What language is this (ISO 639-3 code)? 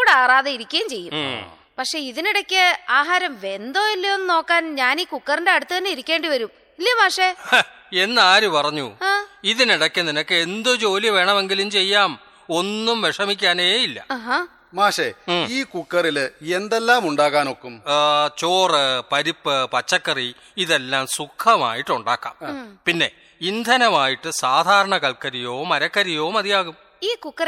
mal